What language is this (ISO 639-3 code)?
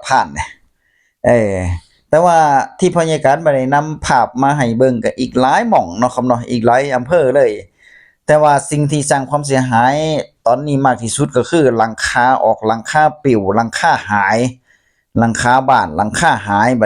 tts